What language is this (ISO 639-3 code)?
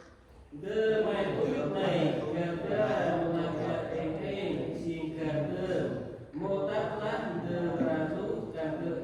cmo